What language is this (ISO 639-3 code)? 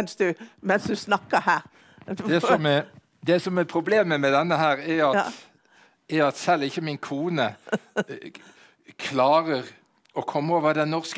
nor